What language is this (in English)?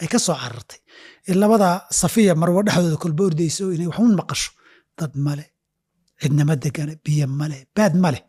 Somali